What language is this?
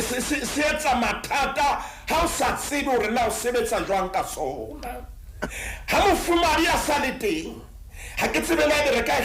Southern Sotho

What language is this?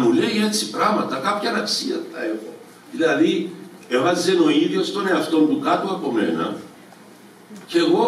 Greek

